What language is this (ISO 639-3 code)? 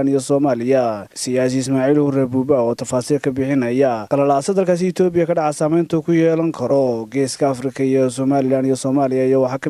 som